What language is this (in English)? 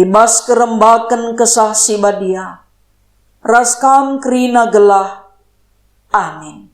Batak Karo